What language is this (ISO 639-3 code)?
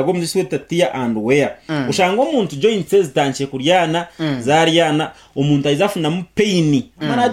nyn